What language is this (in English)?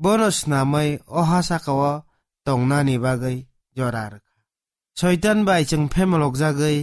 Kok Borok